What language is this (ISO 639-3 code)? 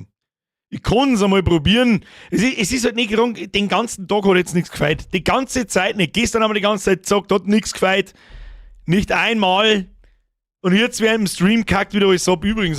bar